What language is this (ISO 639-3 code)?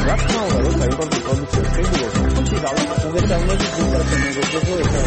kat